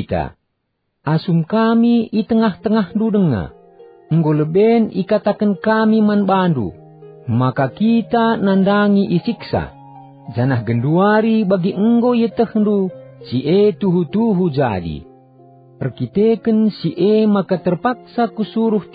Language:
Batak Karo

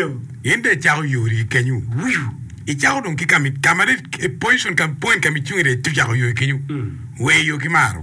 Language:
Acoli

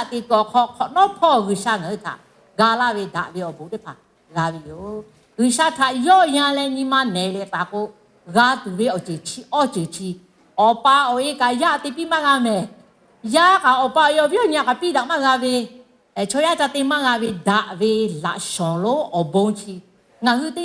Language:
Lahu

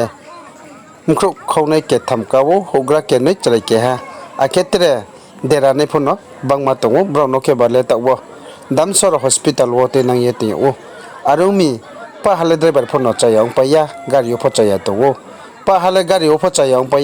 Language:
Riang (India)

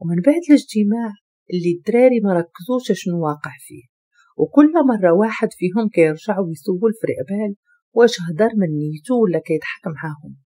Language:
Moroccan Arabic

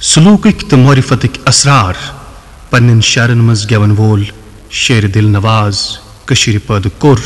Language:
Kashmiri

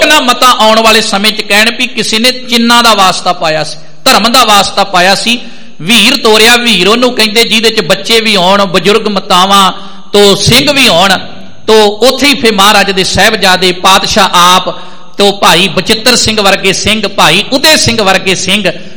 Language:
Punjabi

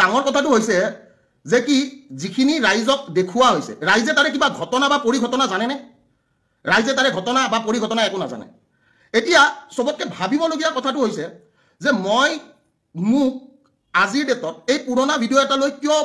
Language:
Assamese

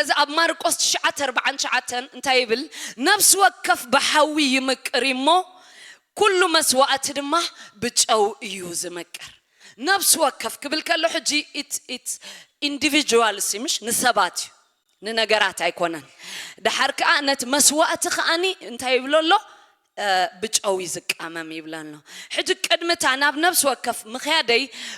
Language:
Tigrinya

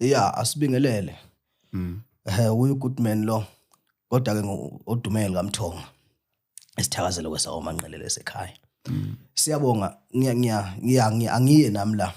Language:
Zulu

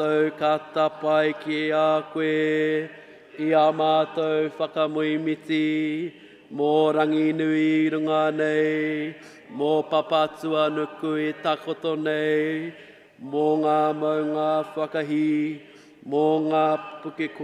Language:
Māori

